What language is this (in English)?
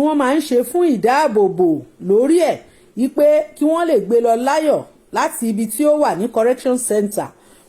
Yoruba